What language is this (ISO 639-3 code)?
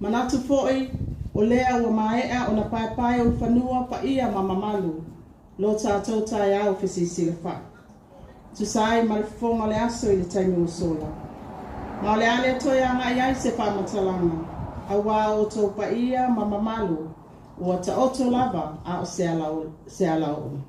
smo